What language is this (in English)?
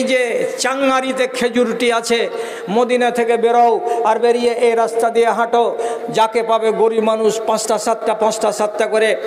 Bangla